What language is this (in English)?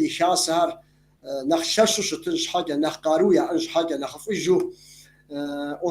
Kabardian